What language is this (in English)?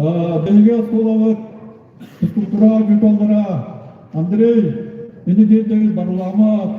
Yakut